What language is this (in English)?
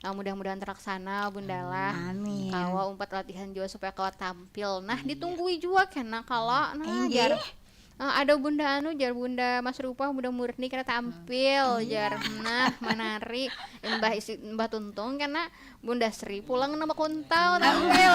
Banjar